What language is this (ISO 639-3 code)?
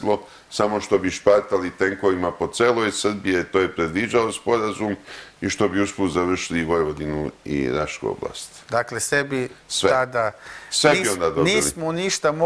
srp